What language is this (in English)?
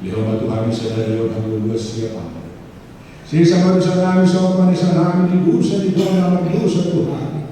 Batak Toba